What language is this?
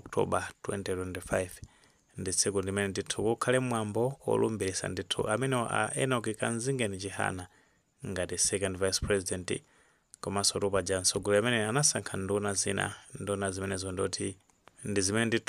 Nyanja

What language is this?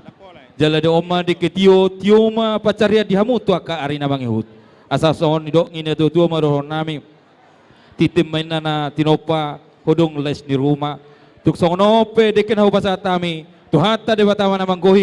Batak Toba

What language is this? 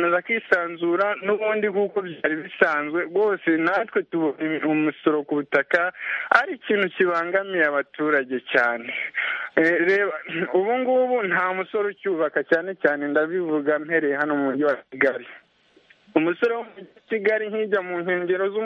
Kinyarwanda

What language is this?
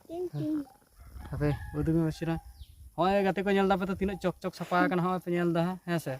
Santali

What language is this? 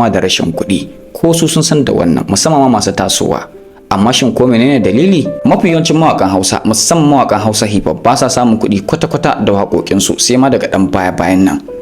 Hausa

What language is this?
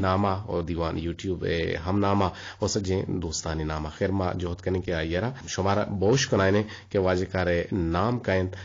Eastern Balochi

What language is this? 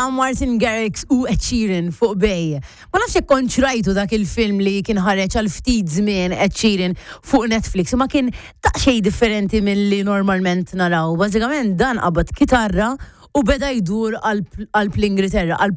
Maltese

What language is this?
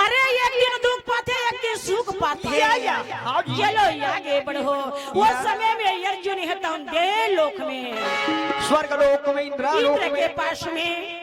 Chhattisgarhi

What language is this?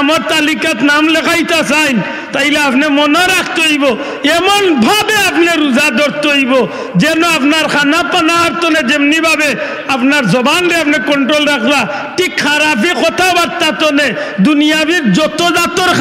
Sylheti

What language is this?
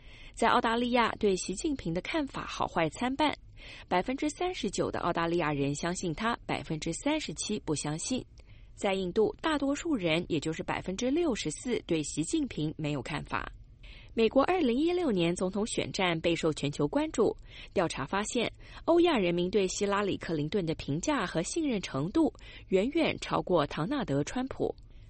Chinese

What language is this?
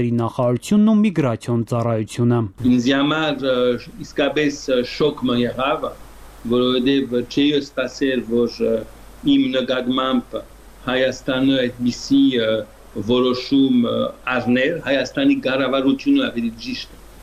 Armenian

